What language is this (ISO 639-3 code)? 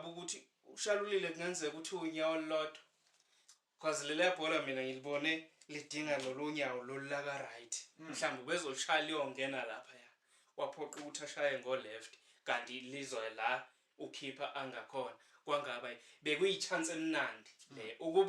zul